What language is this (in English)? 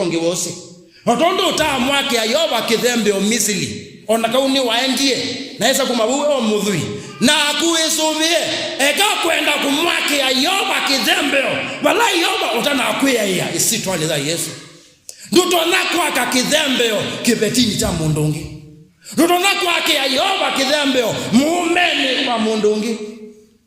Kamba